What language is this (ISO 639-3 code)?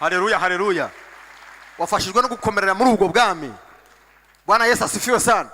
kin